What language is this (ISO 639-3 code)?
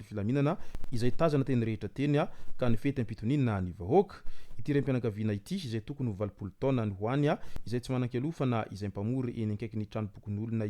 mlg